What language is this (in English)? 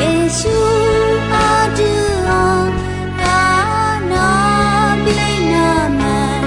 Akha